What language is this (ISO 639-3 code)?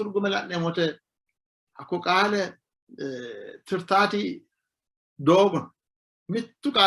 sid